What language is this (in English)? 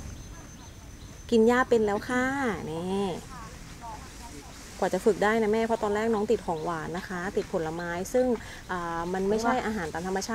Thai